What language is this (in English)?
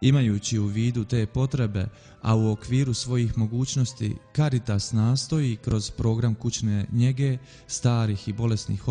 Bosnian